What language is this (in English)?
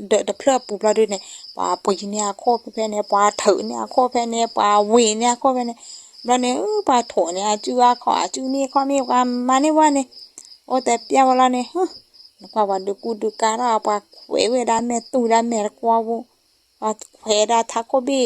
S'gaw Karen